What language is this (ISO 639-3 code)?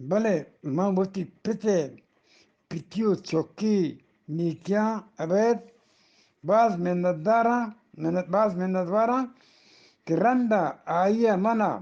bgp